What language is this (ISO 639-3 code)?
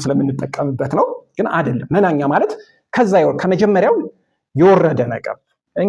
amh